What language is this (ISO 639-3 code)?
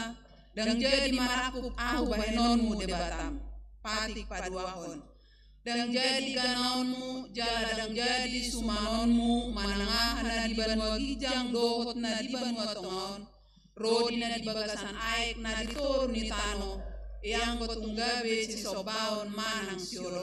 bbc